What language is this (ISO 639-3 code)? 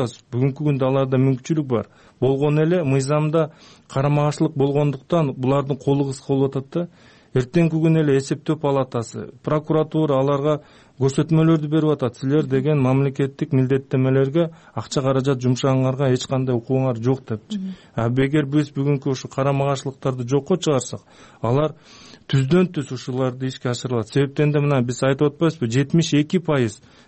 kir